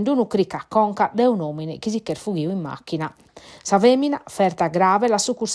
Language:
Sardinian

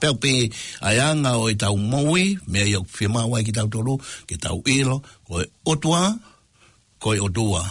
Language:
Tongan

